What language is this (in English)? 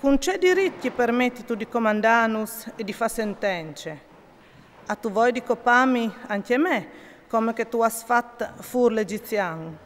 Friulian